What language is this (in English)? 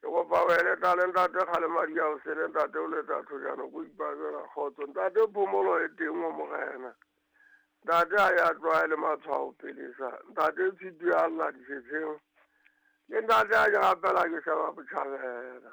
Southern Sotho